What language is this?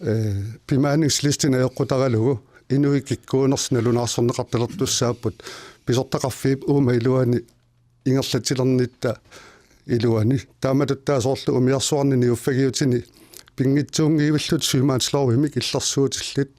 Kalaallisut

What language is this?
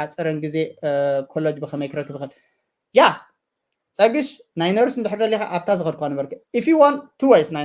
Tigrinya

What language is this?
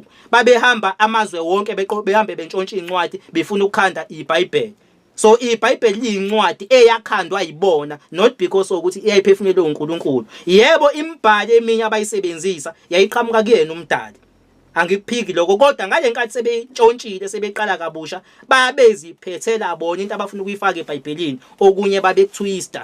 Zulu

